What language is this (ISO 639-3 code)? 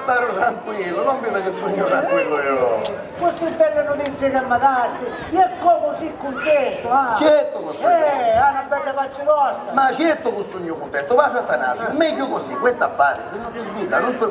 scn